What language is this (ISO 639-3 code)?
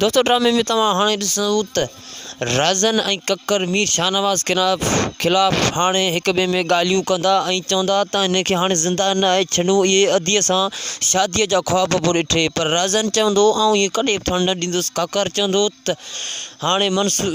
snd